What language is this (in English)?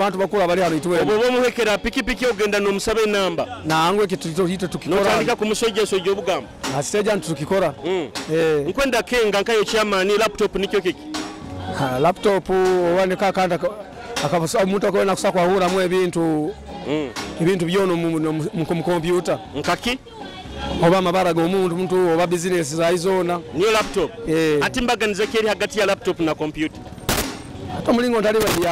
Nyoro